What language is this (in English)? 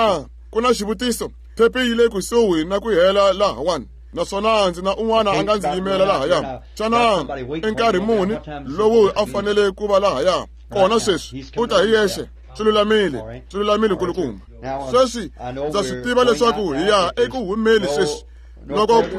Tsonga